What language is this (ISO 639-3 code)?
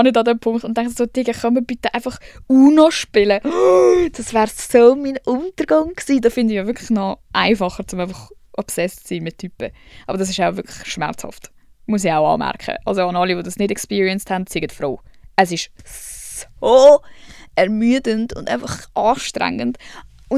gsw